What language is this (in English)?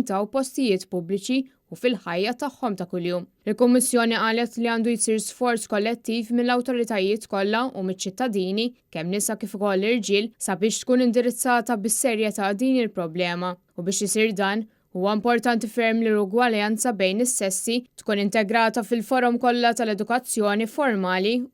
Maltese